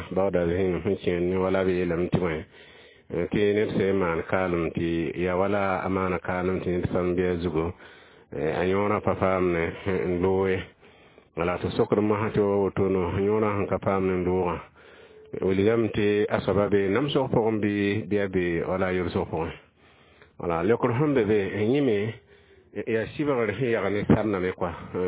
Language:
Mossi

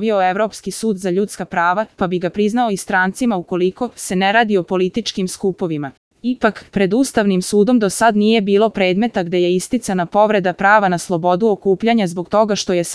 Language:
Serbian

